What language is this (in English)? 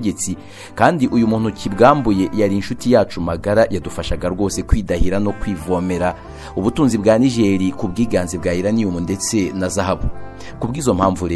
Kinyarwanda